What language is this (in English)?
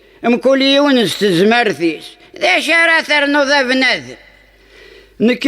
Kabyle